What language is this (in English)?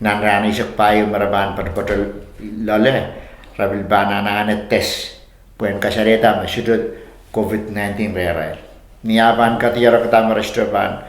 Pohnpeian